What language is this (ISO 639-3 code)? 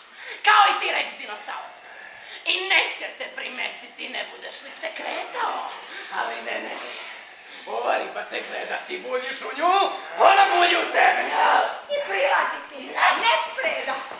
srp